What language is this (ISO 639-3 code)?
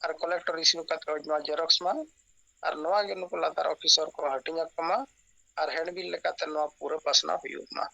sat